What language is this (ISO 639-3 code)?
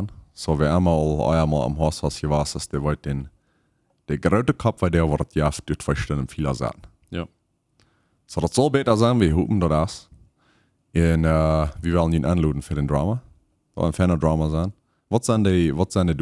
pdt